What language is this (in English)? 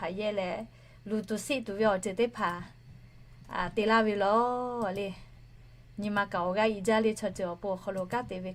Lahu